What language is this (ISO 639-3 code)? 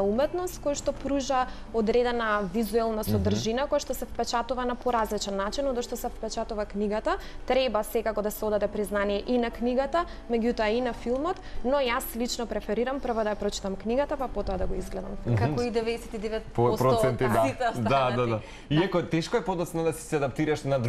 mkd